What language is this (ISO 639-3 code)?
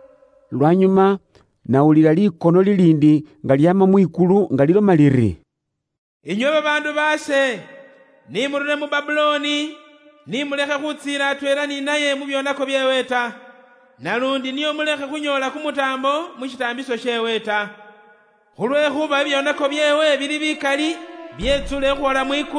luy